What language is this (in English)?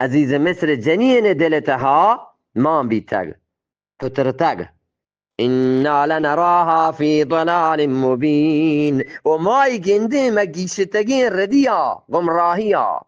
Eastern Balochi